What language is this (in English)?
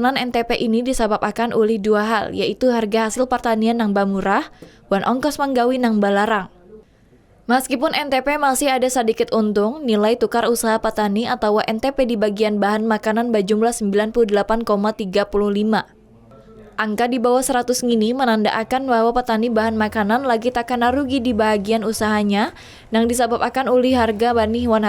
Banjar